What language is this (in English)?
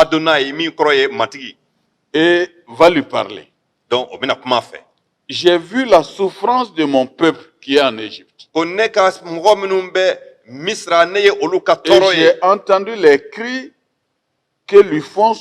Bambara